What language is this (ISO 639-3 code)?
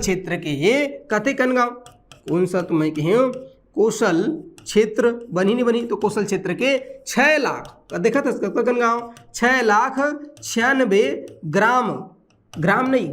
hne